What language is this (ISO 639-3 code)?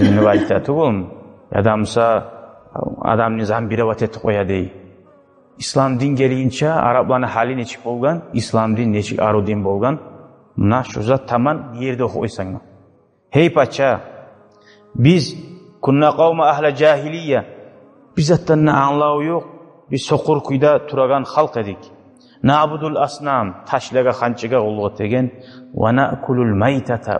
kum